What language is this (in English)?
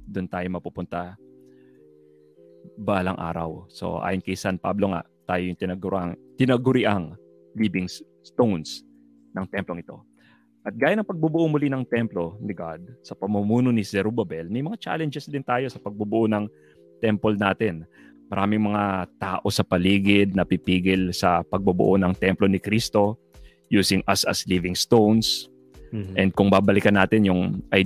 Filipino